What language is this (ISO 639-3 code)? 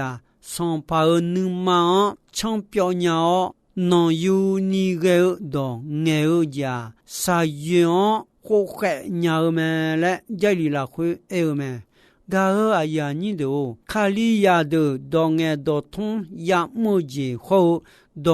ahk